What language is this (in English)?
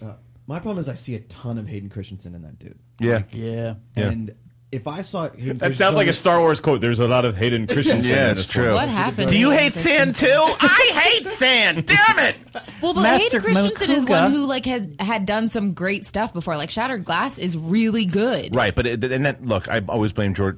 English